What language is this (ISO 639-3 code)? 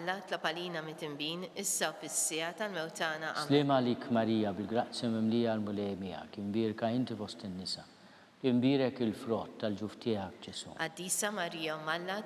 mlt